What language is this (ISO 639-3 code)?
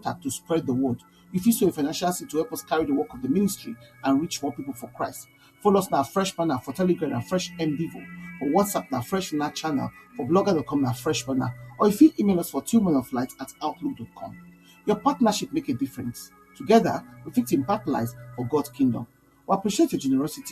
pcm